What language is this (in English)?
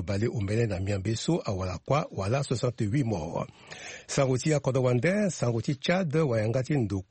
Sango